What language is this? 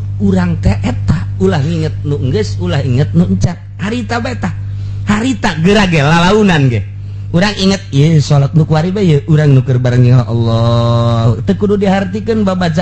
Sundanese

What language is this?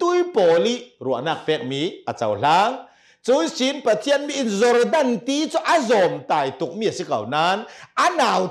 Hakha Chin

